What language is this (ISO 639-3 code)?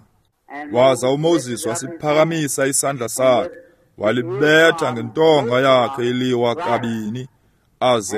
xho